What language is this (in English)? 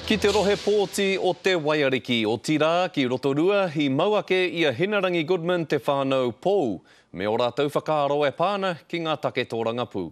Māori